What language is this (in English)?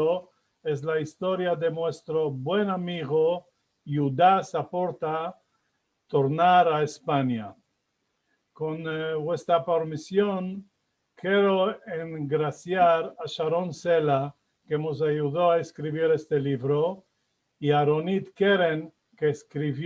Ladino